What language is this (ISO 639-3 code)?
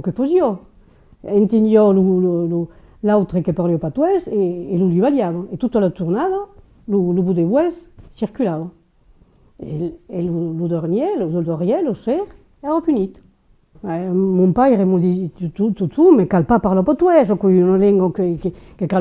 oci